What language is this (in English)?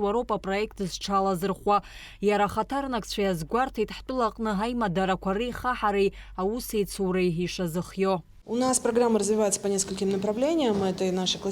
Abkhazian